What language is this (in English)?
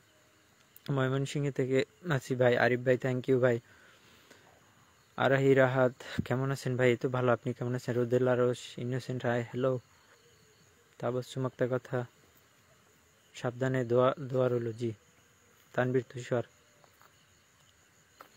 Bangla